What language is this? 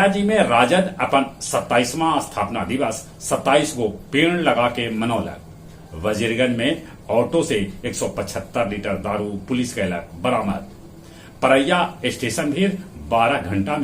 Magahi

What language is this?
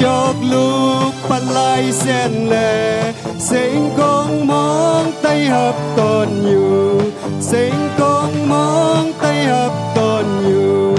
Shan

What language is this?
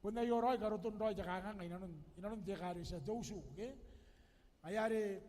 Gilbertese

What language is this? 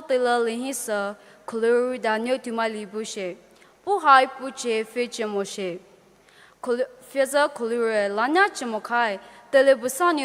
Poumei Naga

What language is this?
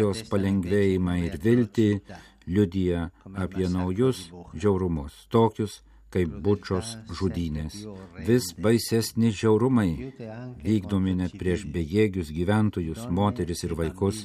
Lithuanian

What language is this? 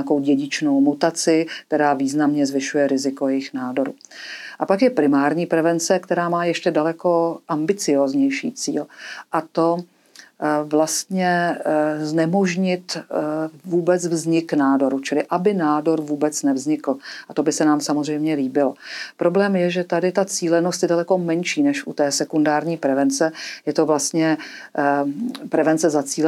Czech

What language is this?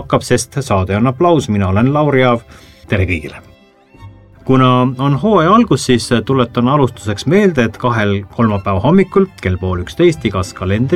Estonian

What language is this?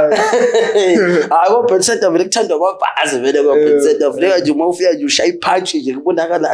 Zulu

